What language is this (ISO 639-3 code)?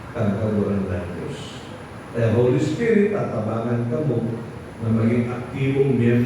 bik